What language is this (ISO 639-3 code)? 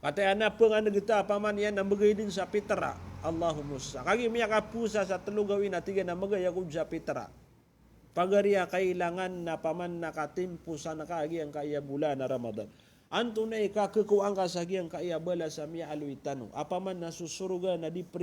mrw